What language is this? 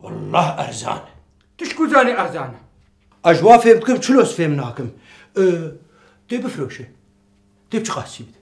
Kurdish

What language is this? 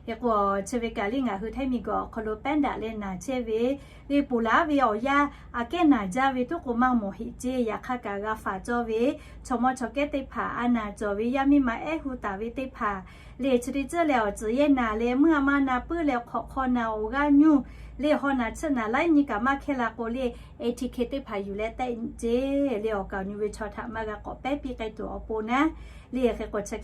Lahu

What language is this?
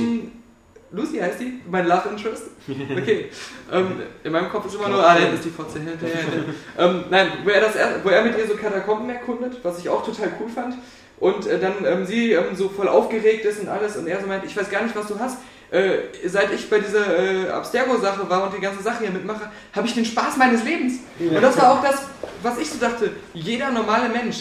German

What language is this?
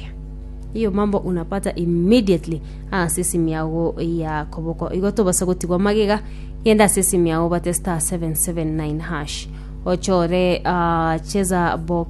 Gusii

